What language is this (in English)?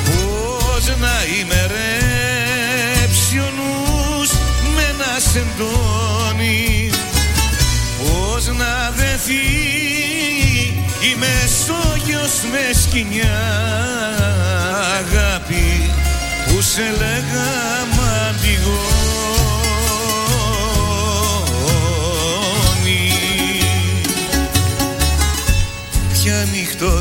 Greek